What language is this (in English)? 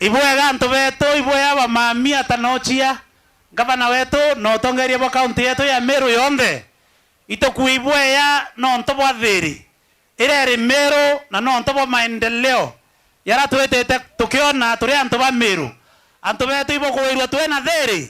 Meru